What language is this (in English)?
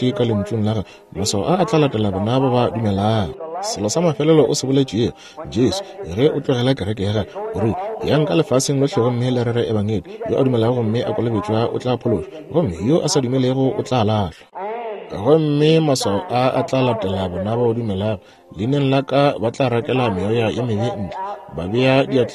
Northern Sotho